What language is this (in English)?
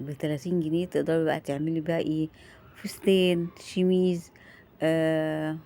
Egyptian Arabic